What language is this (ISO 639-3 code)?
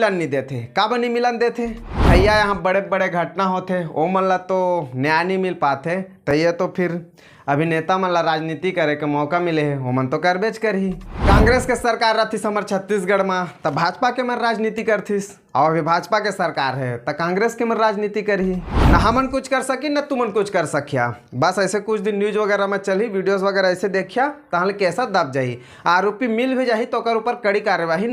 hne